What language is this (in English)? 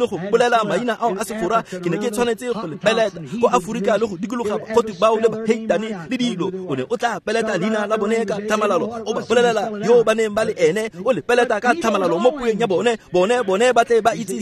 Tswana